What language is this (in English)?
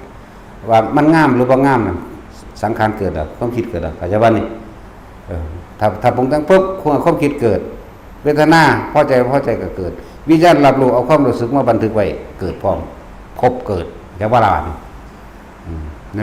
Lao